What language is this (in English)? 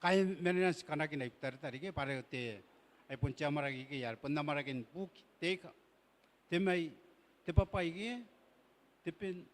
Gilbertese